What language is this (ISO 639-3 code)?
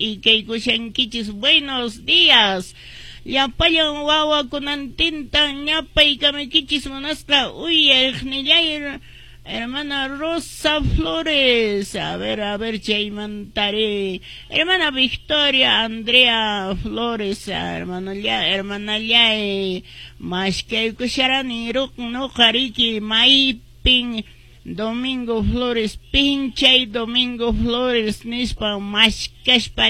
que